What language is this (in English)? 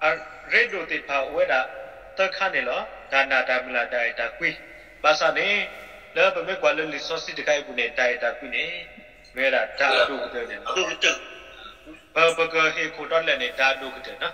S'gaw Karen